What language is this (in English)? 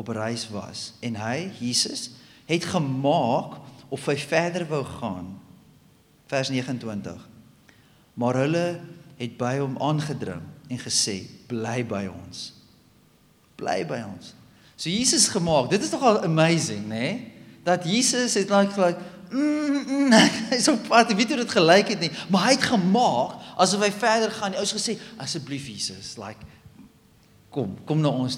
Afrikaans